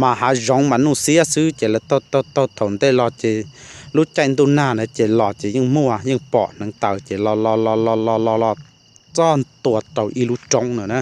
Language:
Hmong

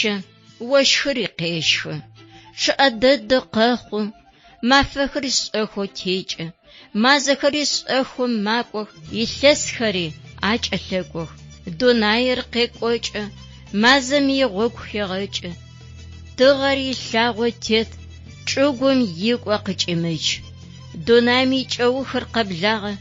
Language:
Adyghe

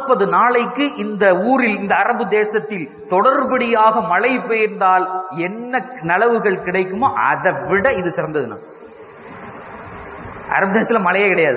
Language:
Tamil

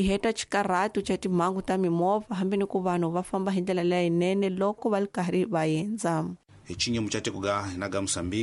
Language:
Tsonga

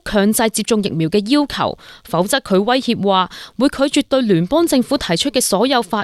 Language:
Cantonese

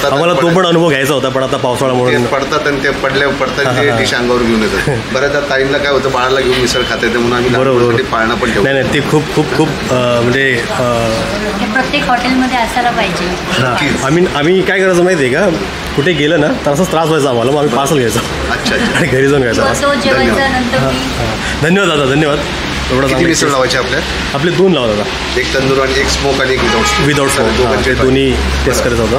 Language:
Marathi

